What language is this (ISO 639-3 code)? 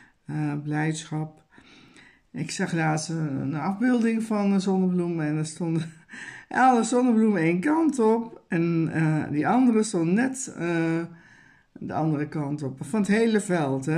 nld